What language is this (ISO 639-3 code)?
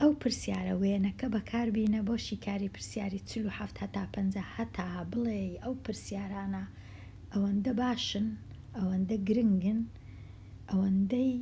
ckb